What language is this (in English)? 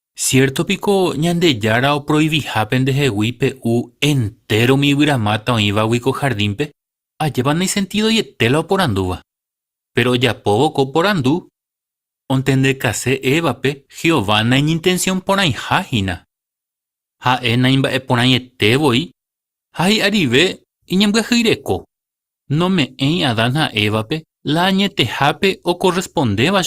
Guarani